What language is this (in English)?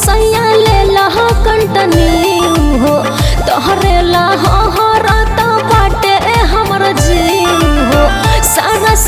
Bhojpuri